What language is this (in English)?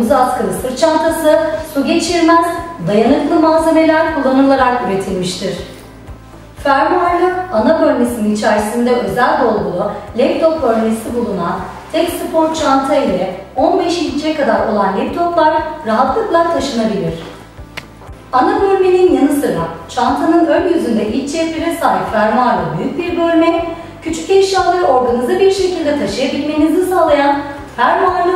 Turkish